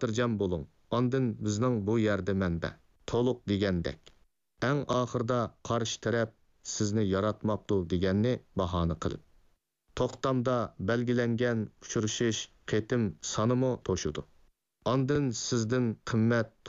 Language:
Uyghur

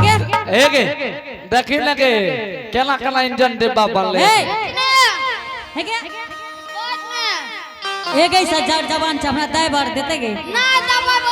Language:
Angika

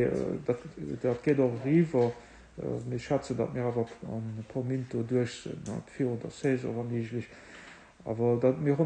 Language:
Luxembourgish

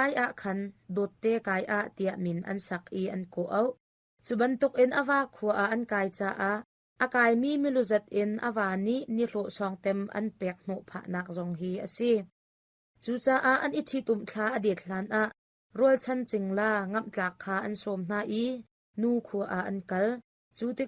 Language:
Hakha Chin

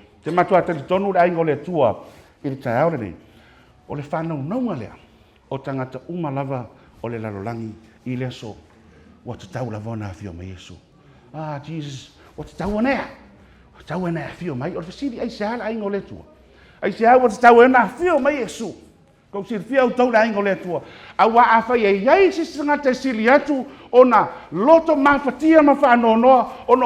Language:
Samoan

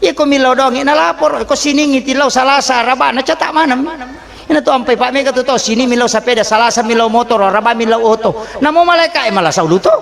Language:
Buginese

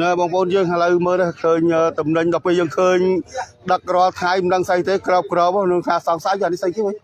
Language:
Khmer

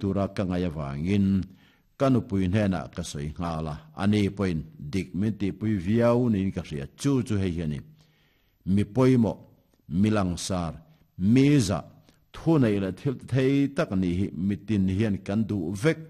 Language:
Mizo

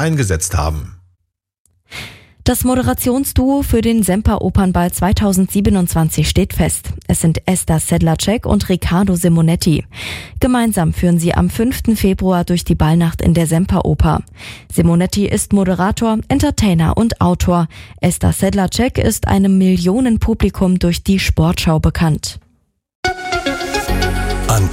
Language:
German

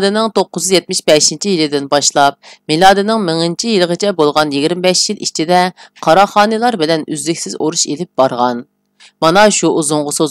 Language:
Uyghur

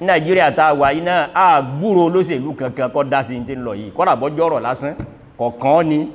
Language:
Yoruba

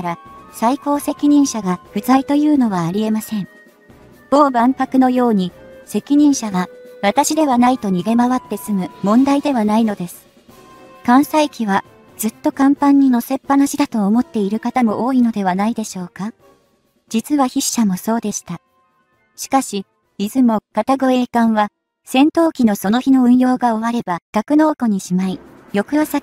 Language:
Japanese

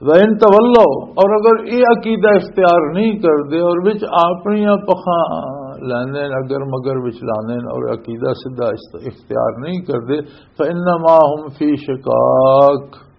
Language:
Western Panjabi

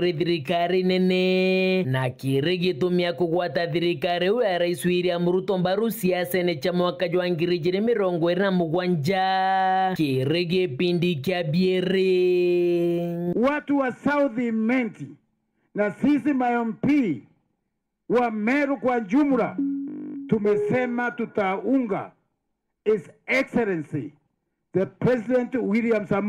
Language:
Meru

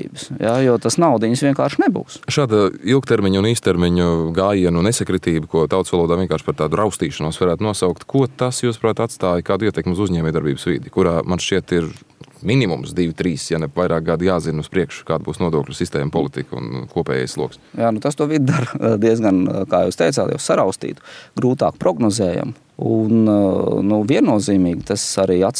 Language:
Latvian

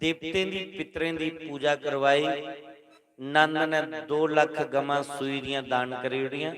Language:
Dogri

